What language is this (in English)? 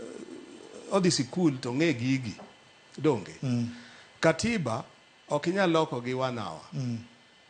Luo (Kenya and Tanzania)